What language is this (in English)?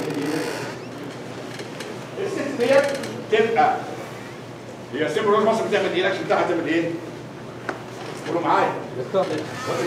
Egyptian Arabic